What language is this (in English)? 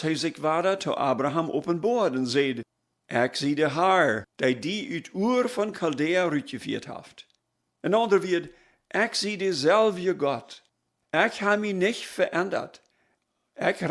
Plautdietsch